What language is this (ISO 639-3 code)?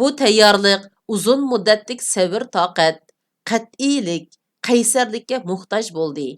uig